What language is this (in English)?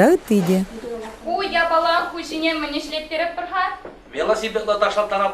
Tatar